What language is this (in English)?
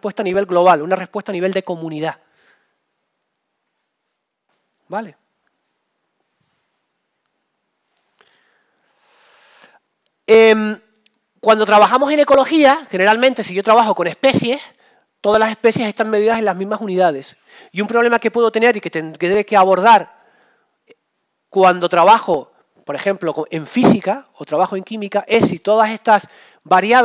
Spanish